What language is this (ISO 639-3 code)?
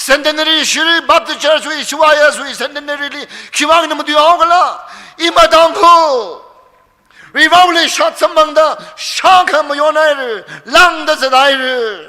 nmf